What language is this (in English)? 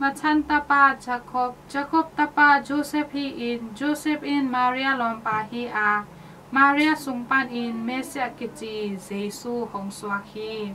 Tedim Chin